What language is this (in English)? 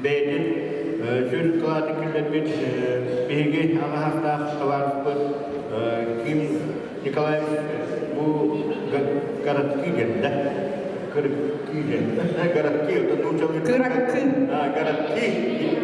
Yakut